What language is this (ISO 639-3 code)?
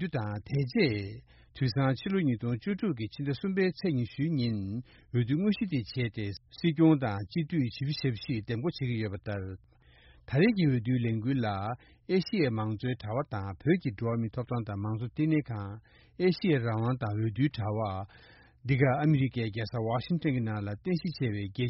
bod